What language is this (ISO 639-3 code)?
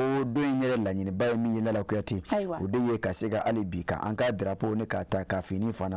bam